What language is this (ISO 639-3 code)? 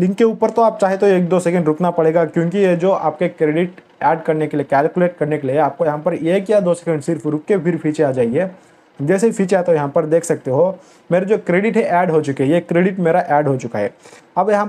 hin